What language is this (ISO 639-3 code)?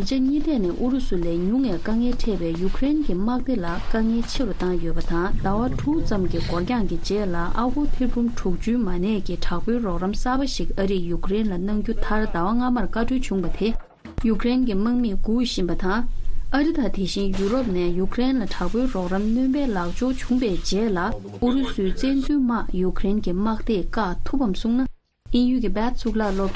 bod